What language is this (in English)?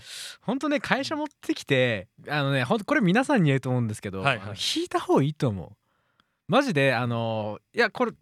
Japanese